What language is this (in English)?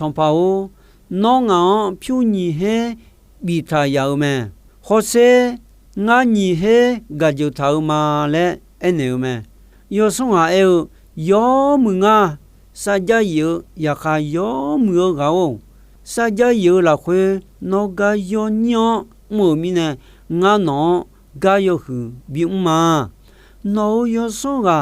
Akha